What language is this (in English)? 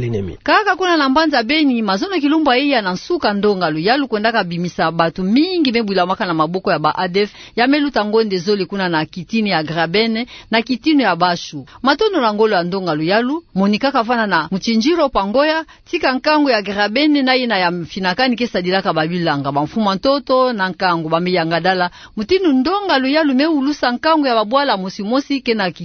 Kituba (Democratic Republic of Congo)